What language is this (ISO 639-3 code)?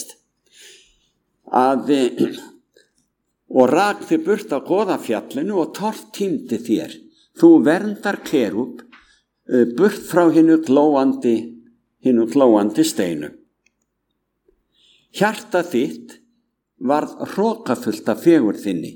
isl